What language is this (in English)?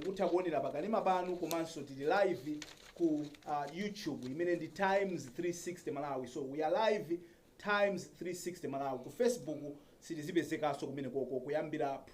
Nyanja